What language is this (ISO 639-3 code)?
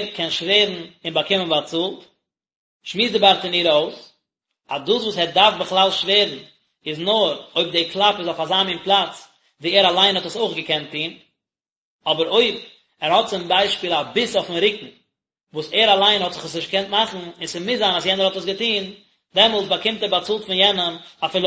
yid